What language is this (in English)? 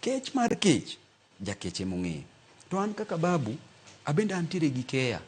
Luo (Kenya and Tanzania)